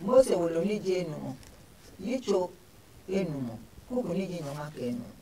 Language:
Adangme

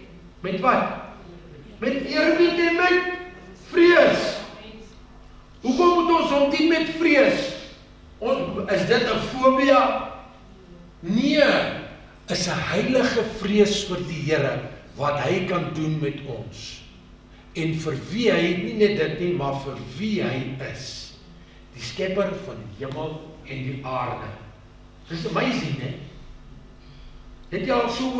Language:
Afrikaans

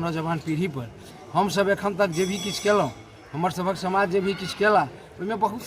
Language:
Maithili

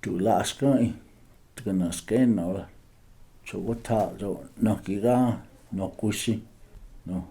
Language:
Cherokee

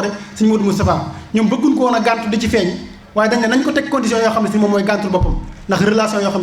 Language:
Wolof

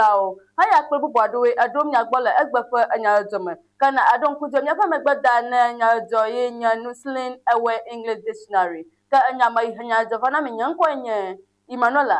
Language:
Ewe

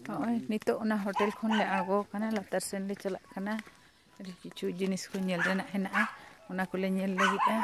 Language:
Santali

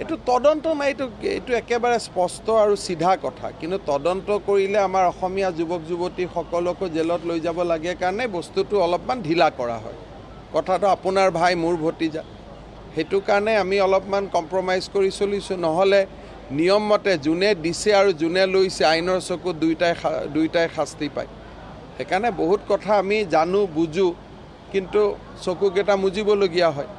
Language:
Assamese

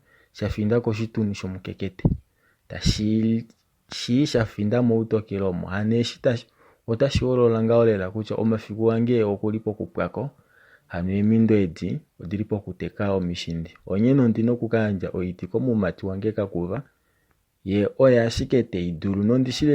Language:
Kuanyama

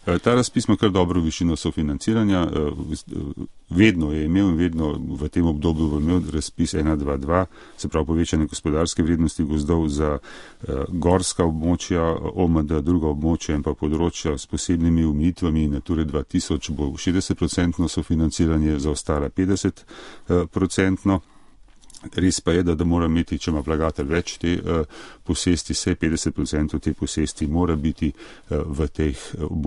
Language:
Slovenian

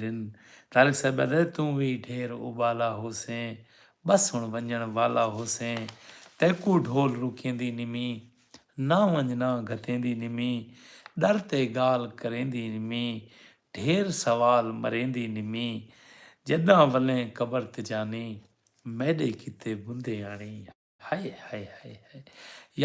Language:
Saraiki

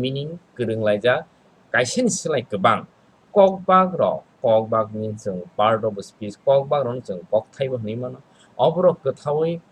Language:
Kok Borok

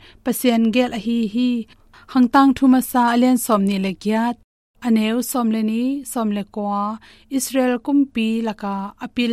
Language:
Tedim Chin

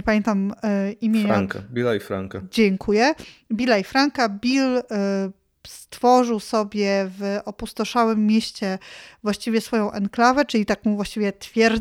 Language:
Polish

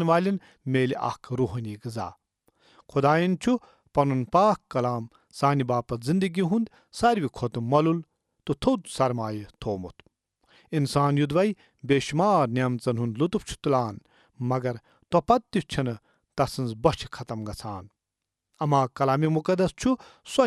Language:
Kashmiri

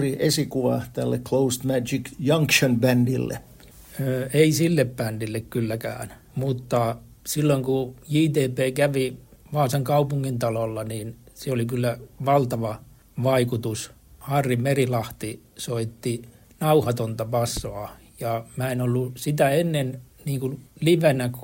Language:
Finnish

